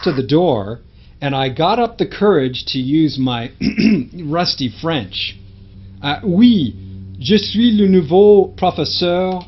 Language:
English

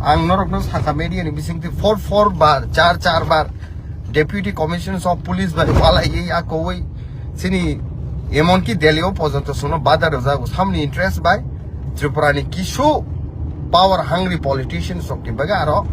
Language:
Kok Borok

